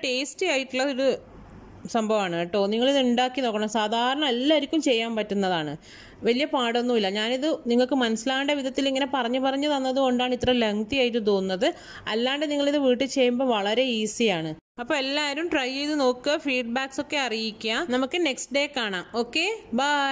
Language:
Malayalam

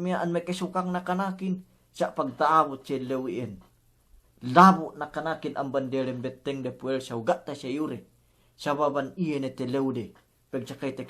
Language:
Yakan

